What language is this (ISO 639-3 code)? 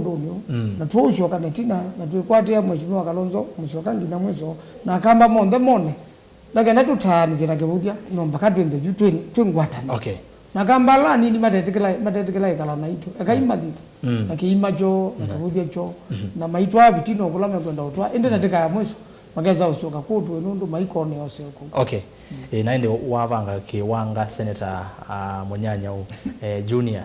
kam